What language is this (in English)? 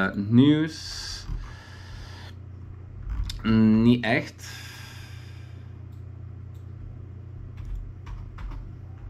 Dutch